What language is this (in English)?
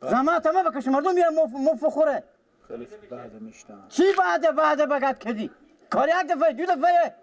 Persian